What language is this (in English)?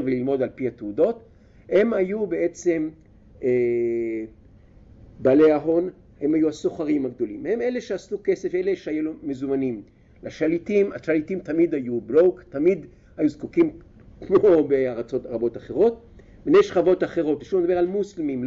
Hebrew